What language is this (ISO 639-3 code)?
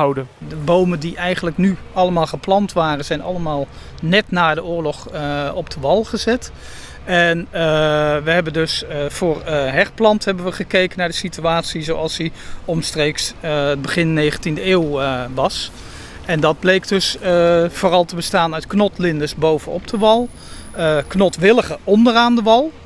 nld